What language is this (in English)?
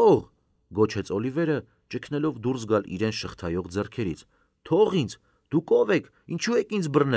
Armenian